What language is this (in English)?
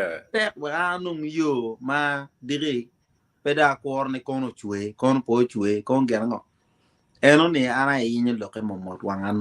Acoli